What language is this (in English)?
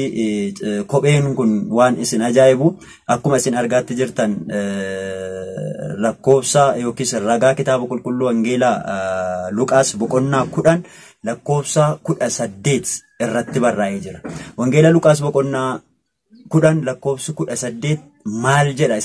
Oromo